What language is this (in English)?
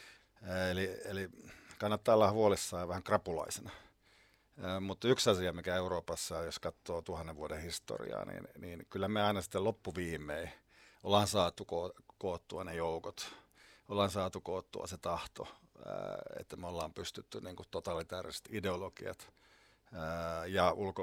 Finnish